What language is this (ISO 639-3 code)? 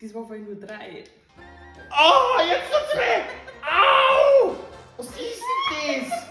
bar